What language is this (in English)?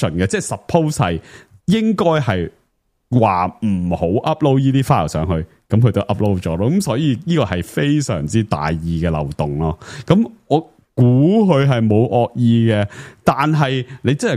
Cantonese